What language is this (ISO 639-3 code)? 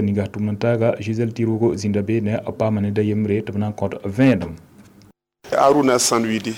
mos